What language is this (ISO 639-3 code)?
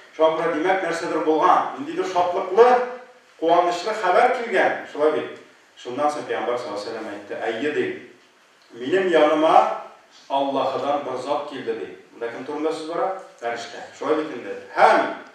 tat